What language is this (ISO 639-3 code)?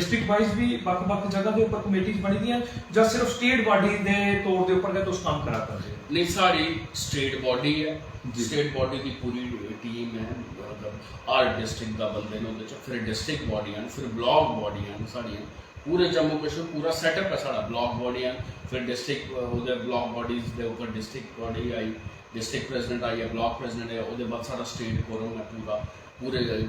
doi